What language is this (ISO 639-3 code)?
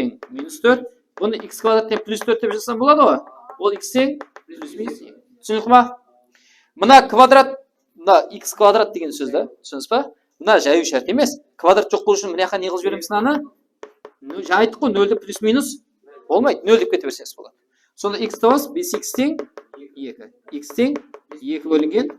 kaa